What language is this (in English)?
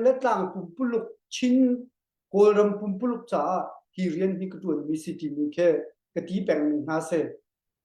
Hakha Chin